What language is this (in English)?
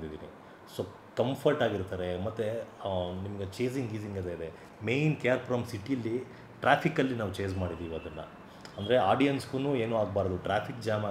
Kannada